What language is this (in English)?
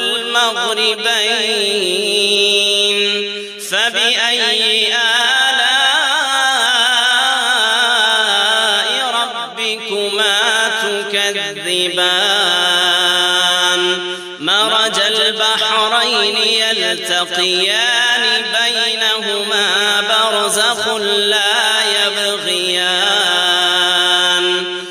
Arabic